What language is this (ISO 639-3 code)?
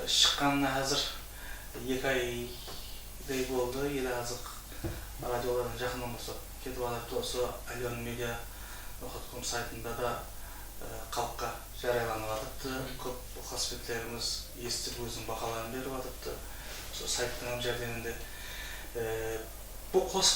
kaa